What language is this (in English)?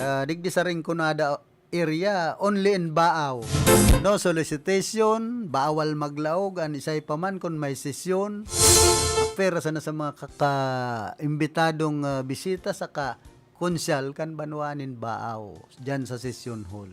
Bikol